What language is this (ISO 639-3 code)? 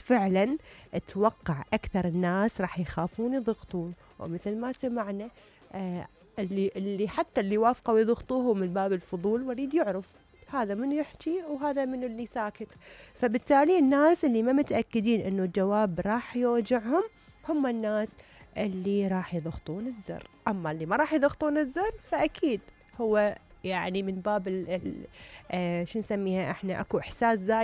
acm